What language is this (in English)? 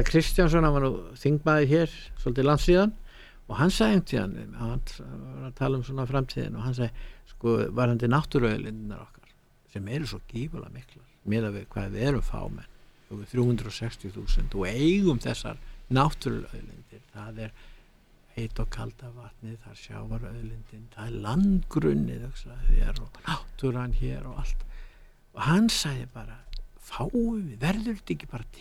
Icelandic